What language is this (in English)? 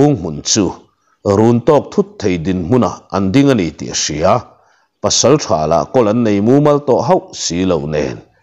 Mizo